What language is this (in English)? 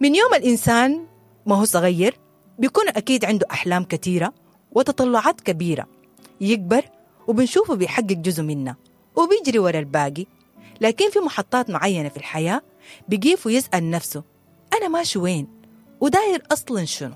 Sudanese Arabic